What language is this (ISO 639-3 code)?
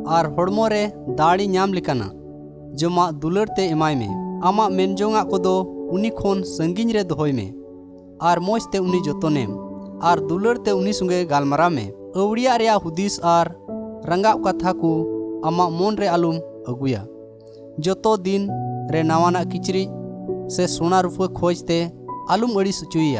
sat